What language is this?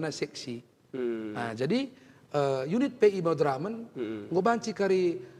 Batak Karo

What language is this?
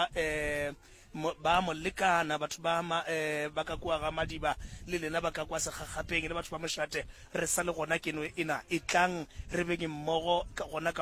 Northern Sotho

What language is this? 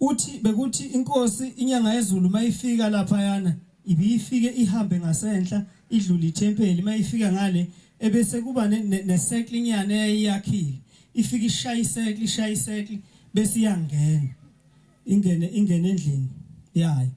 Zulu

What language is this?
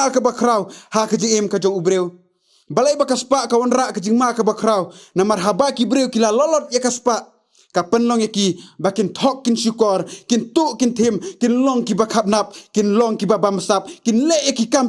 Khasi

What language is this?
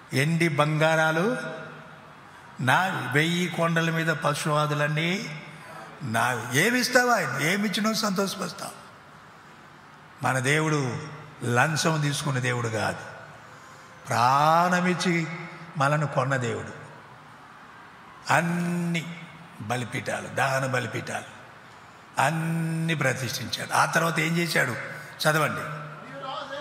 Telugu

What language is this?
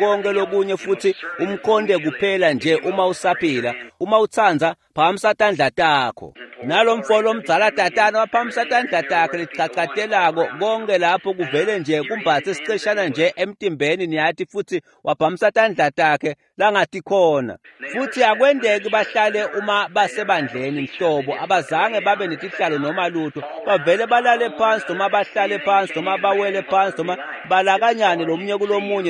Swati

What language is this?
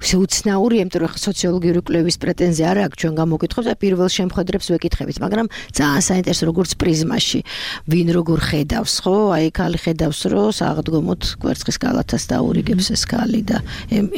Georgian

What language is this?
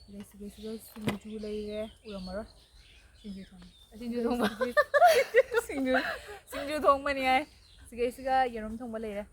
Manipuri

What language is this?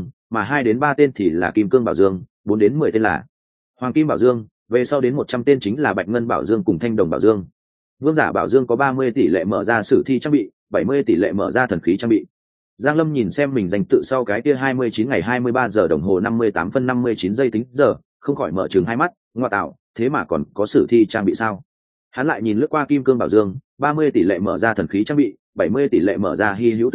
Vietnamese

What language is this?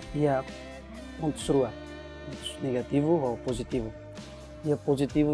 Tetum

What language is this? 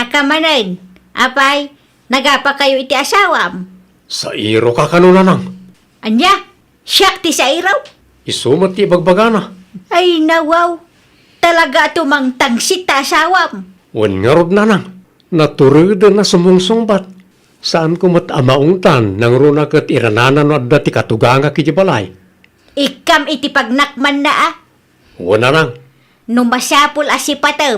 Iloko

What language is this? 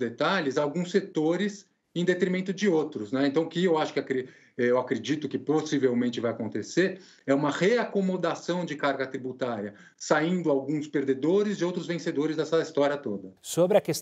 Portuguese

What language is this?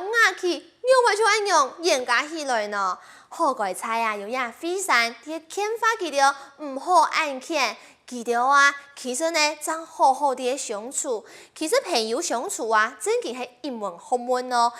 Hakka Chinese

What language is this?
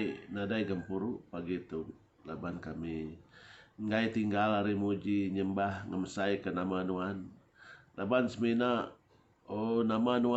Iban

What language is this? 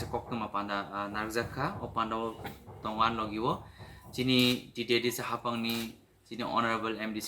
Kok Borok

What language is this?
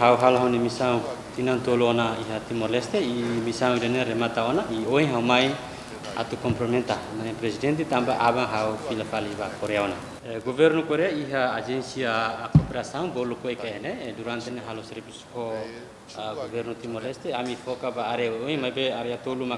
Tetum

